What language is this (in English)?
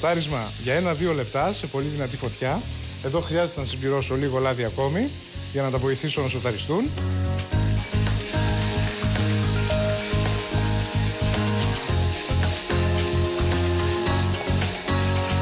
Greek